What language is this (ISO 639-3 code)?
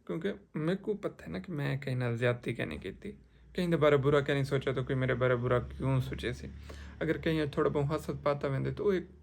skr